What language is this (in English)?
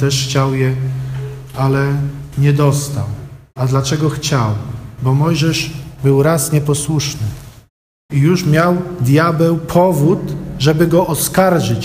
Polish